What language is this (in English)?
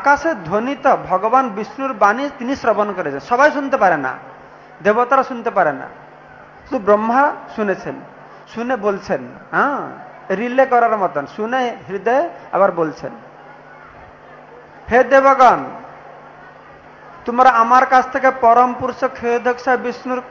Bangla